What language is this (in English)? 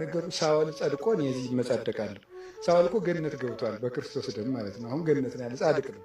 Amharic